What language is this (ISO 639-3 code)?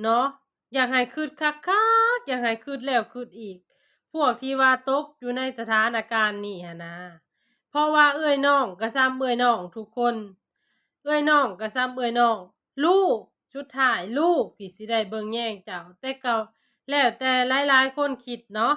lao